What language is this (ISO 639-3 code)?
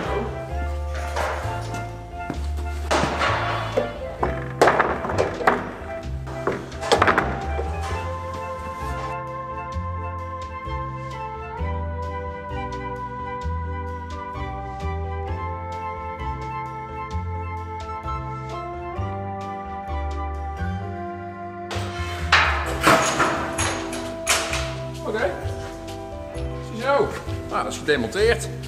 nld